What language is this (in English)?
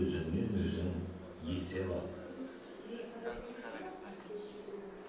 Kazakh